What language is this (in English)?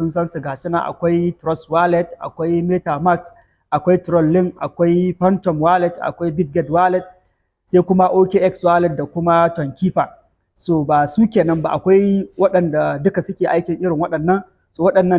Hausa